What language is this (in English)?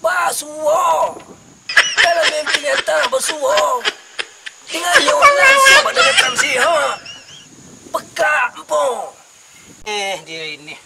Minangkabau